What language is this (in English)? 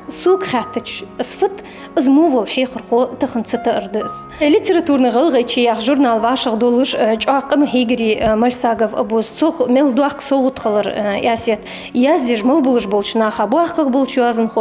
Ingush